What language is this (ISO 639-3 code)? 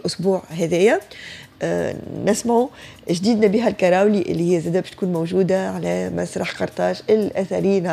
aeb